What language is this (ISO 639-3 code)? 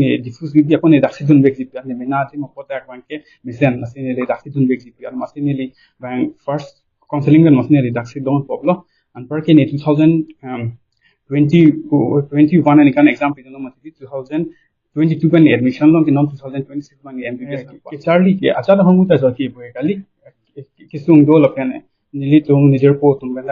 mjw